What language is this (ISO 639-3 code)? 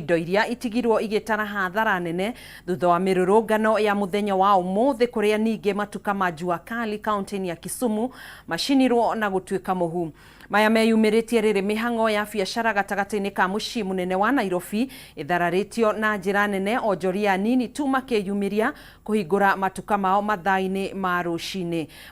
kik